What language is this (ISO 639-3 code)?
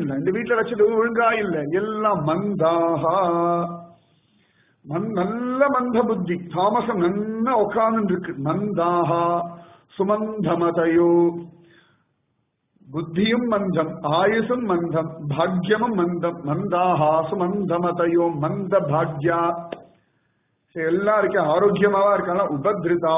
tam